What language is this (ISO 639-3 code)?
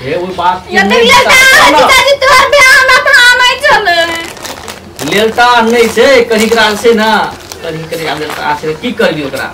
mai